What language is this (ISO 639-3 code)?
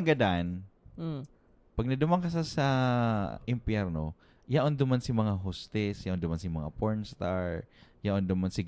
bik